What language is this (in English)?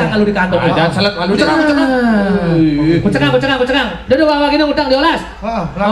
Balinese